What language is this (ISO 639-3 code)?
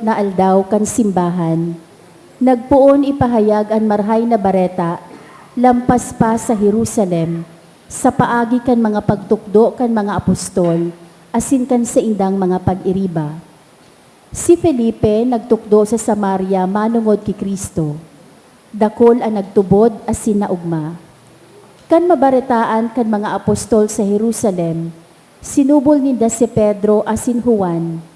bik